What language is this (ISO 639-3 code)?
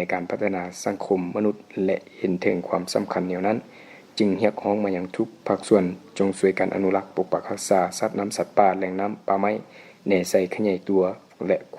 lao